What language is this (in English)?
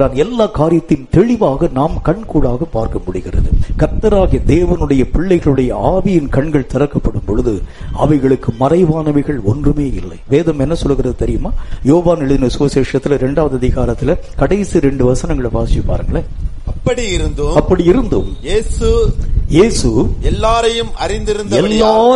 Tamil